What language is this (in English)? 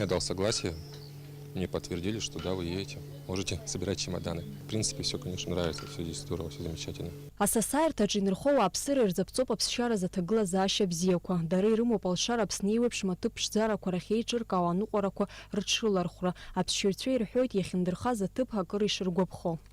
Abkhazian